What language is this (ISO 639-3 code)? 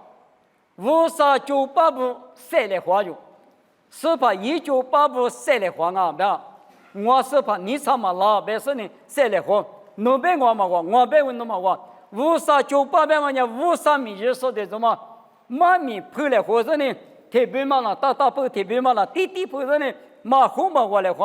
lis